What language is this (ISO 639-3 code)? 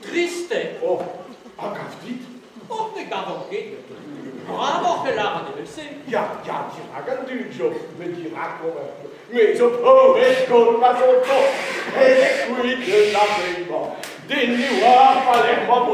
bre